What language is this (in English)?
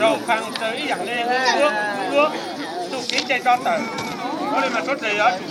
Hmong